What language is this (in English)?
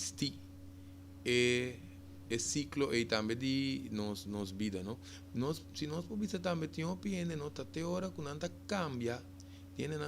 Papiamento